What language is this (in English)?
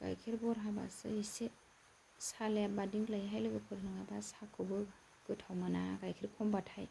Bodo